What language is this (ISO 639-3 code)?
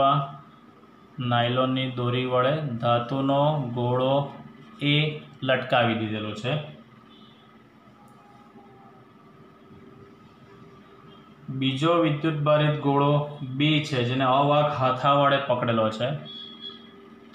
guj